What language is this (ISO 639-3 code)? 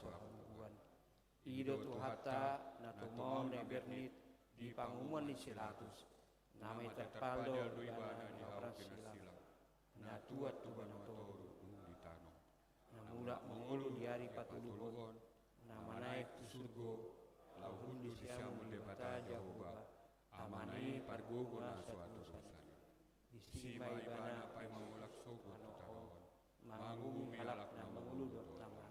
bbc